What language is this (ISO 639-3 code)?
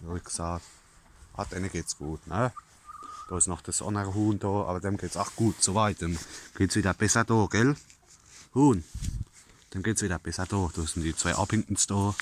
pfl